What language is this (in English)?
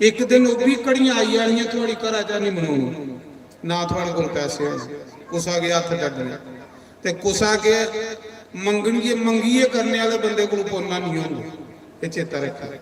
Dogri